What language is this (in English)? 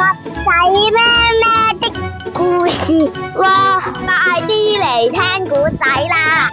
Cantonese